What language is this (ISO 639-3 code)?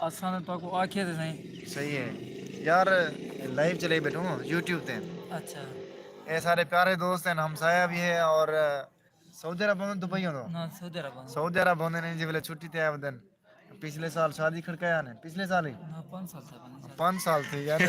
skr